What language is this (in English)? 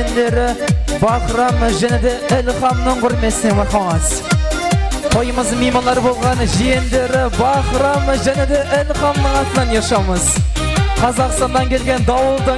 Kara-Kalpak